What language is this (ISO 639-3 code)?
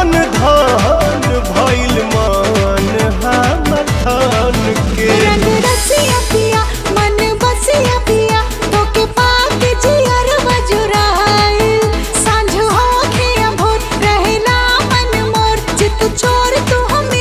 bho